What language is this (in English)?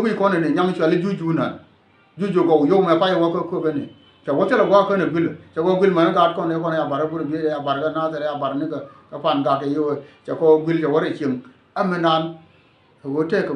Nuer